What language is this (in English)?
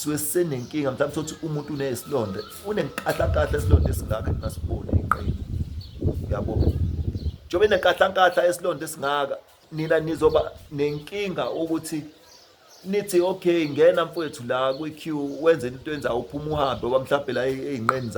Zulu